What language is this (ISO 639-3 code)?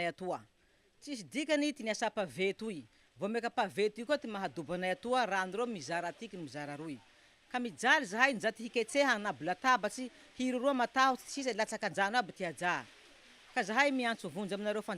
mlg